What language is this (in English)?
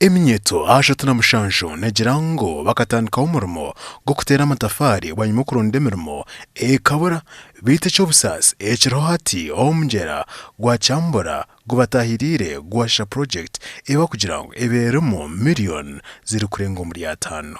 Nyankole